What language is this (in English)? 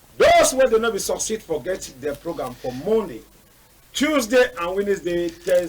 Cameroon Pidgin